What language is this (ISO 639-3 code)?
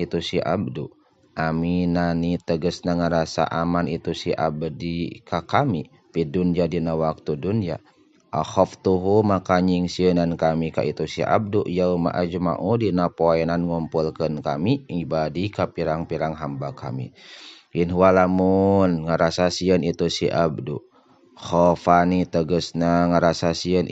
sun